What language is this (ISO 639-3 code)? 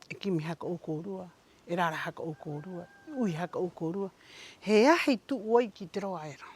rap